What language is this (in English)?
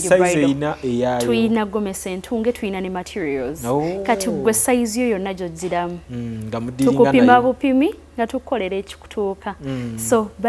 Ganda